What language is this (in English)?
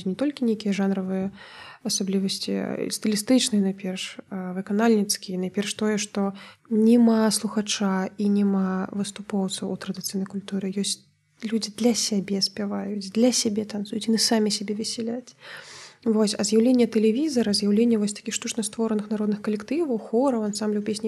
Belarusian